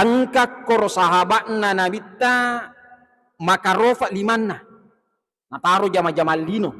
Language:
Buginese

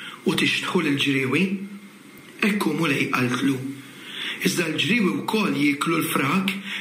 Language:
Maltese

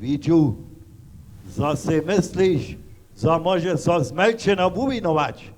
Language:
Upper Sorbian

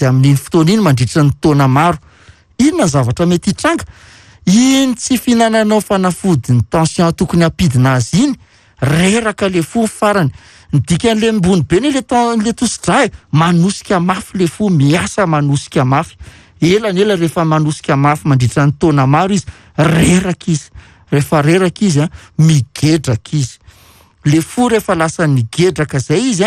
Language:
Malagasy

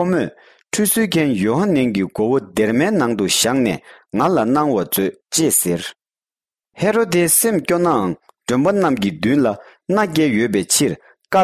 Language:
Tibetan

